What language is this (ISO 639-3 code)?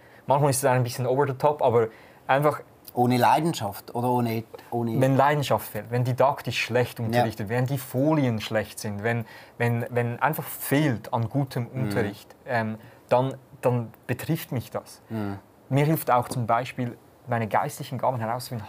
gsw